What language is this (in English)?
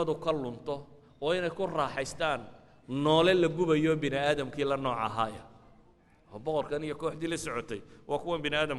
Somali